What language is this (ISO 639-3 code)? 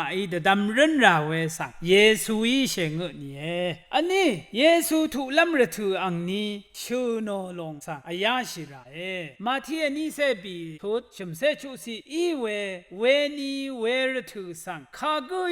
raw